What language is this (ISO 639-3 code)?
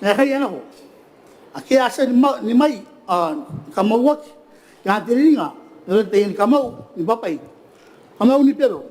gil